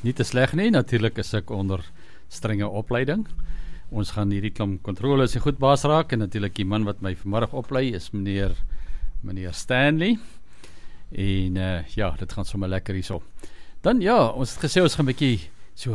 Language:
Afrikaans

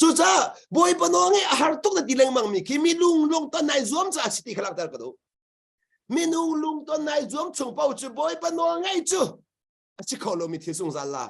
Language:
Hakha Chin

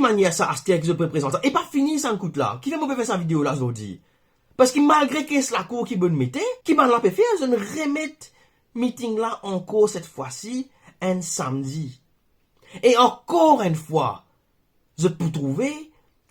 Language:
Morisyen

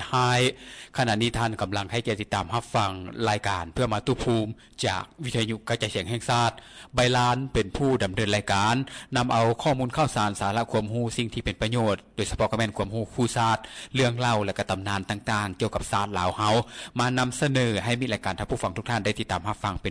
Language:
Lao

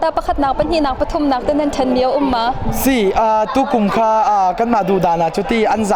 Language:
Hakha Chin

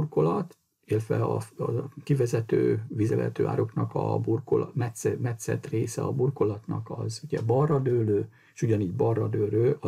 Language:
Hungarian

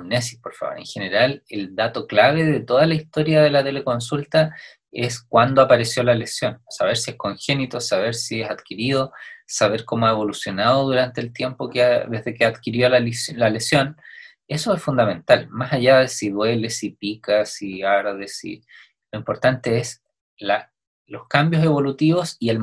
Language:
Spanish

